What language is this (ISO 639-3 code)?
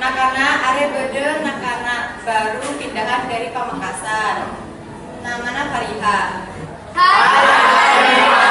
mad